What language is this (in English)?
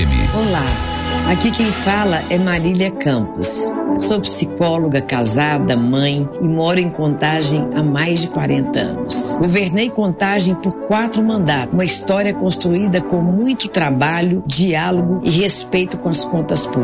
Portuguese